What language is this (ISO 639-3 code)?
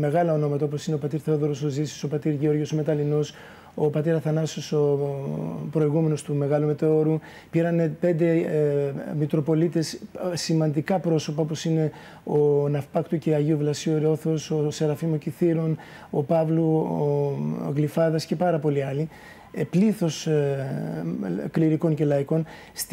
ell